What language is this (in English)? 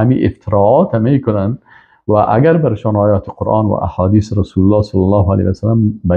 Persian